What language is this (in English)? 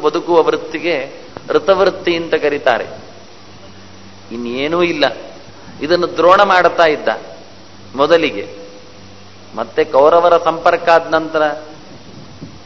Kannada